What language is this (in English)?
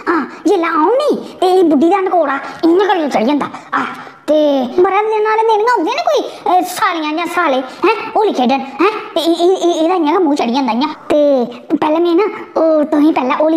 Dogri